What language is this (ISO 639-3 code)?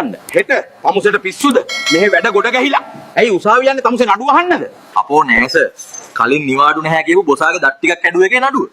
sin